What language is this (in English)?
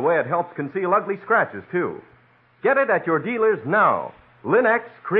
English